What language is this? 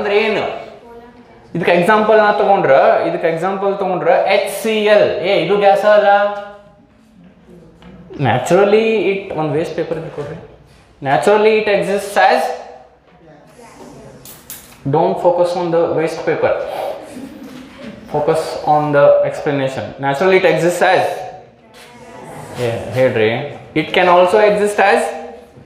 Kannada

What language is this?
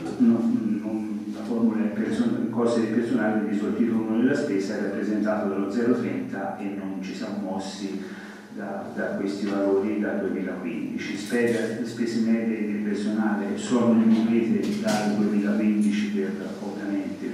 Italian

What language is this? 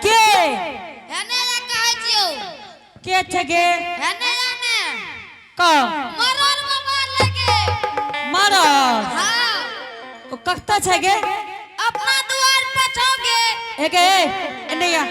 Angika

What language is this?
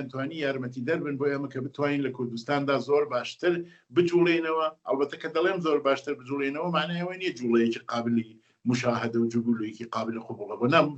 Central Kurdish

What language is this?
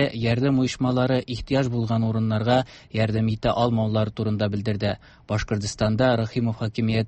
Tatar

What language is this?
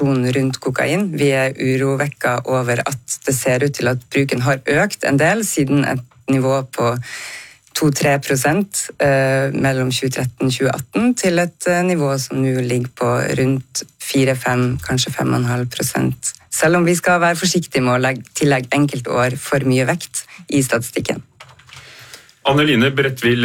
Norwegian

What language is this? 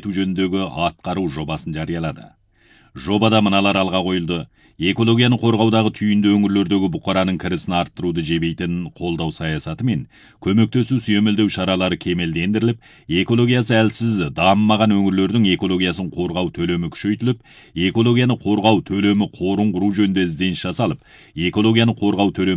Kazakh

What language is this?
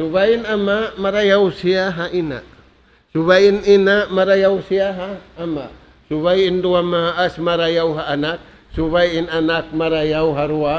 Tausug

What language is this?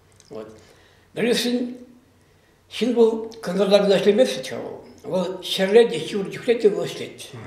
Chuvash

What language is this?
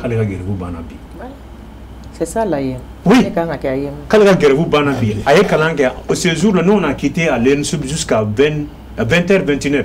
Bambara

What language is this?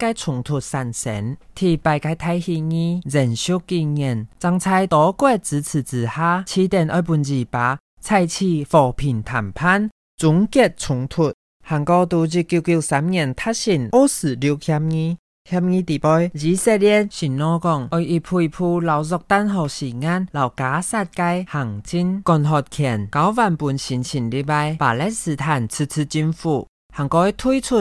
Hakka Chinese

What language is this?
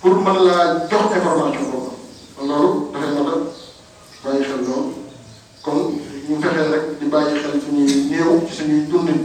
Wolof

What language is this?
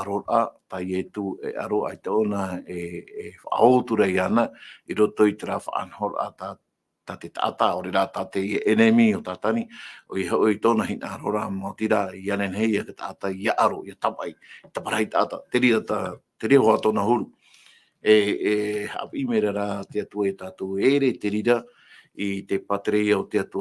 Tahitian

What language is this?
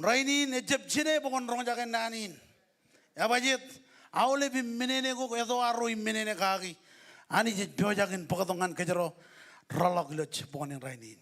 Marshallese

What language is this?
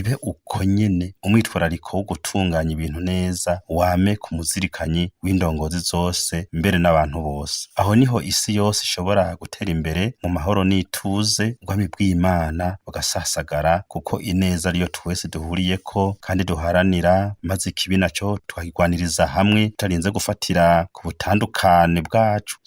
Rundi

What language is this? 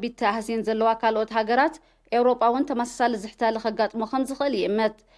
Tigrinya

